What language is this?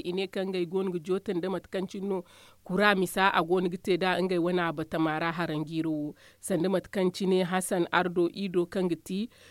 Zarma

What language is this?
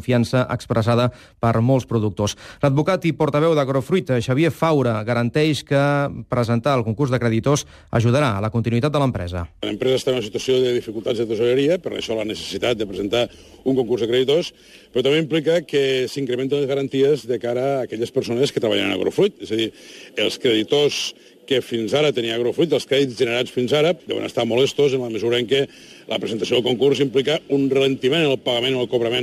Catalan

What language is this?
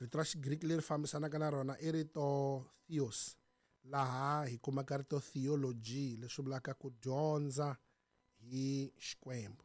Tsonga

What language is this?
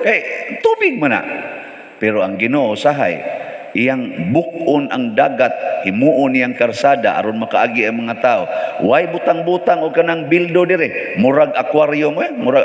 Cebuano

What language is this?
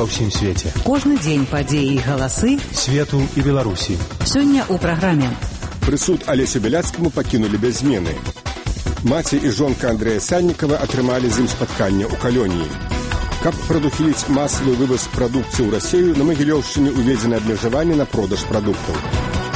Belarusian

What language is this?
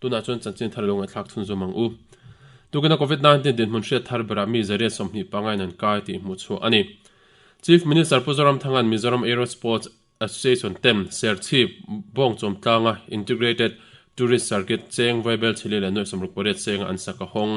Mizo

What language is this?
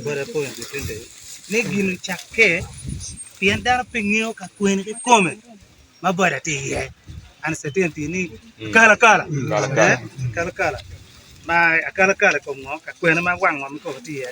Acoli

